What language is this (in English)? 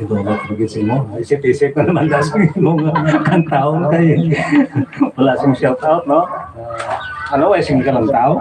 Hiligaynon